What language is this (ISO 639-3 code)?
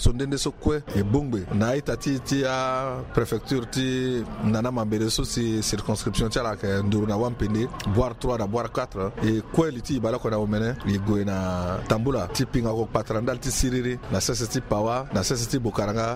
sag